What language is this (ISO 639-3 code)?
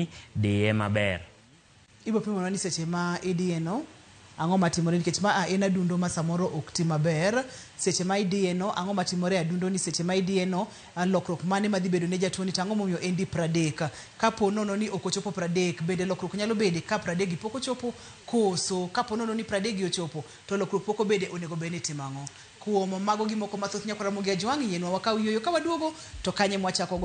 luo